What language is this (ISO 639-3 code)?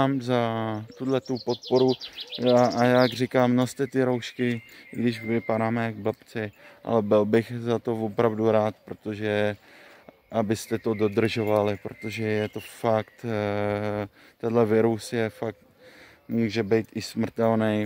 ces